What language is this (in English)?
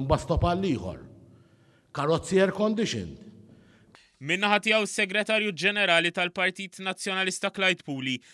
Maltese